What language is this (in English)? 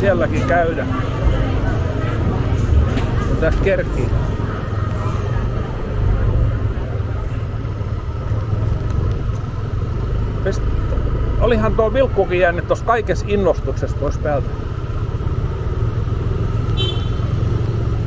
Finnish